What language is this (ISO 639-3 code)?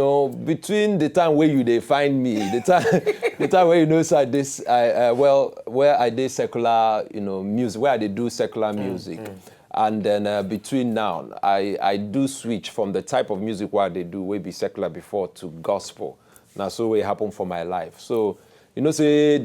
pcm